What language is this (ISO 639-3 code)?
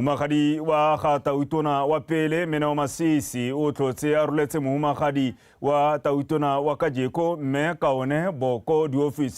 tsn